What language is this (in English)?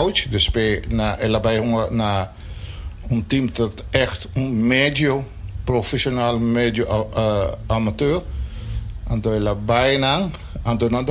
Papiamento